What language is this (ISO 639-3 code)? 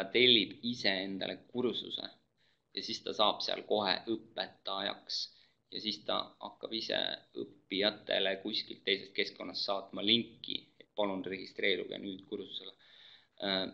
est